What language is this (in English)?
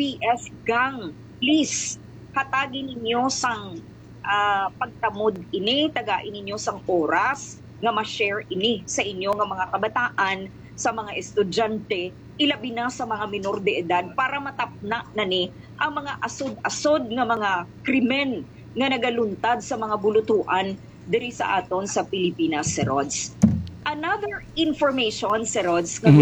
Hiligaynon